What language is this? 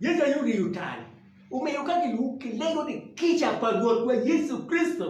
Acoli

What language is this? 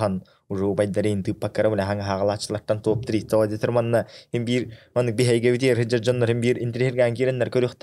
Yakut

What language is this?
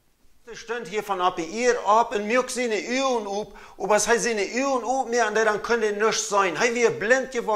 Plautdietsch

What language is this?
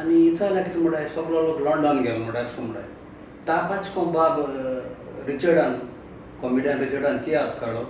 Konkani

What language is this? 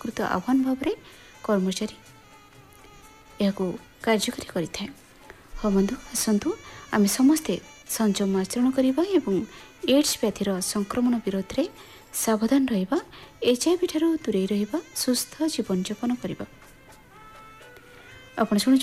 Odia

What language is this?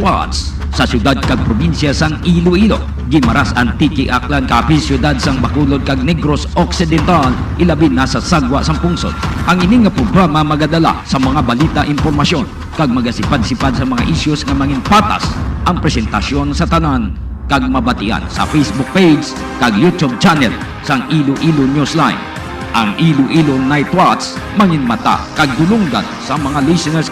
Hiligaynon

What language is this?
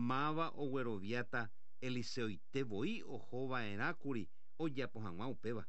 Guarani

